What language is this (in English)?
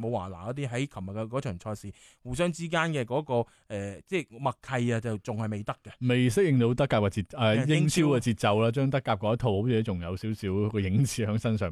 Cantonese